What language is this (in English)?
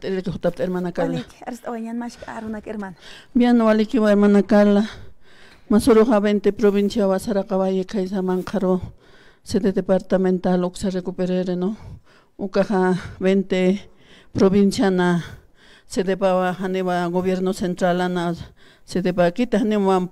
Aymara